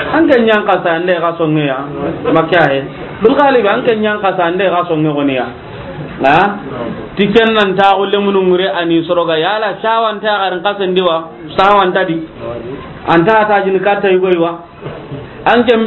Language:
Soninke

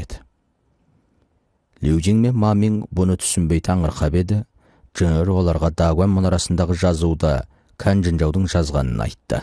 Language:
Kazakh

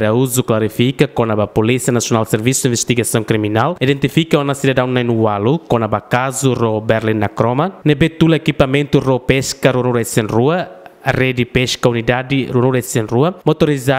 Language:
Tetum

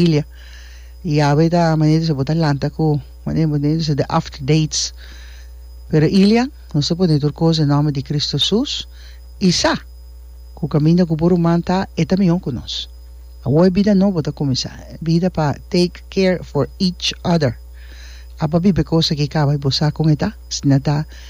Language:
Papiamento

